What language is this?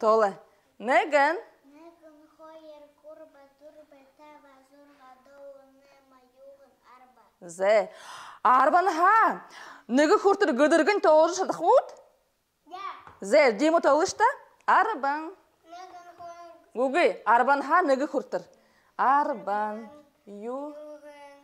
Buriat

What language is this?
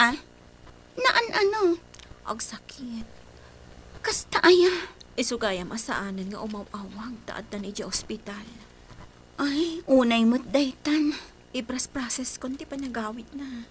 Iloko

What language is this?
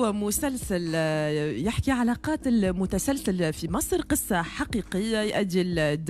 Tunisian Arabic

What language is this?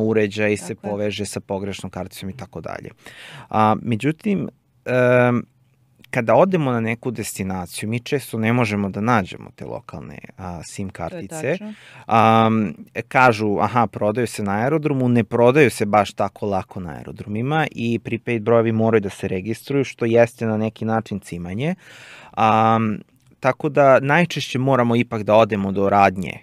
Serbian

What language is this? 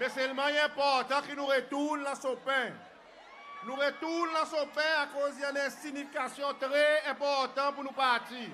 Seselwa Creole French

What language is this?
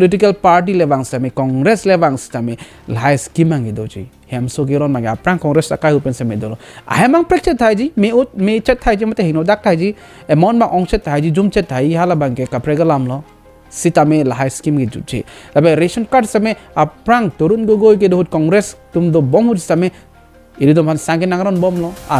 Karbi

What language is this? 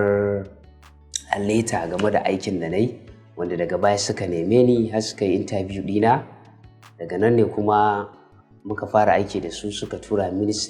Hausa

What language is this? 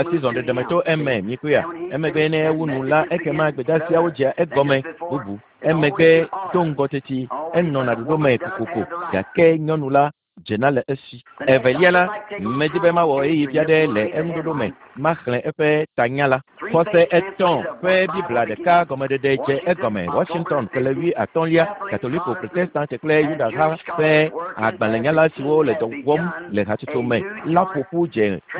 Ewe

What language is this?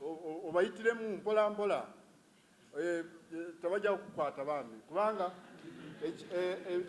Ganda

